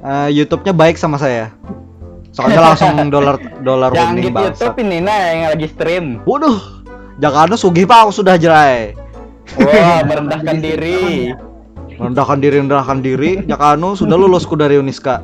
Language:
Banjar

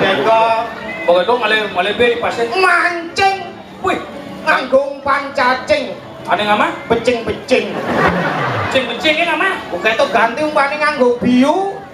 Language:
Balinese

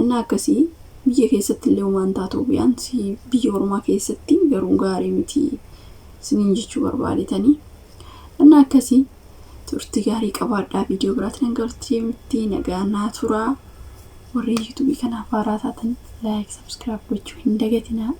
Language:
Oromo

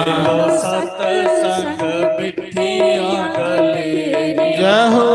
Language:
Dogri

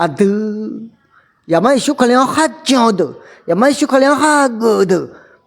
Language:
Akha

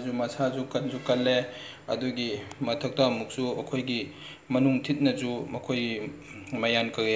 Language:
Manipuri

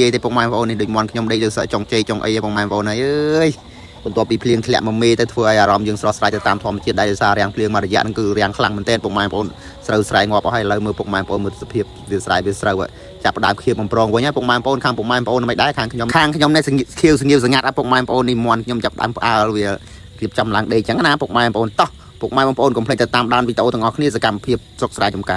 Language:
Khmer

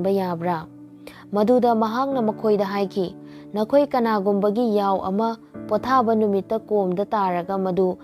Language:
Manipuri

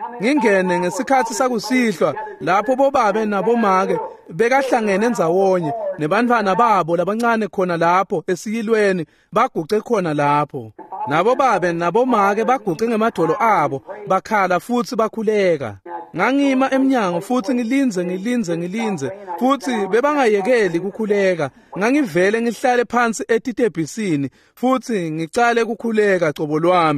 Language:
Swati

